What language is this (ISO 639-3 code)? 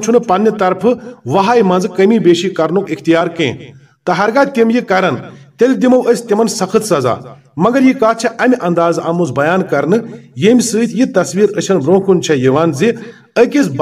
kas